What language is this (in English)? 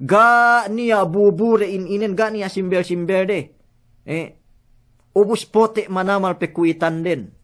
Yakan